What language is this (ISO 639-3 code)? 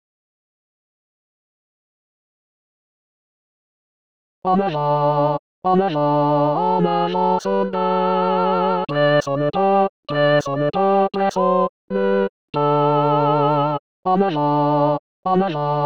jpn